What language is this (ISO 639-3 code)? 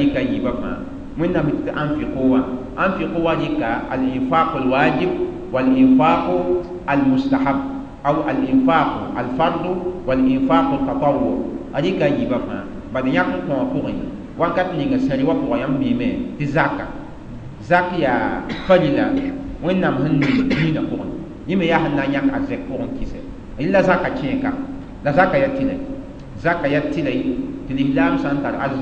mos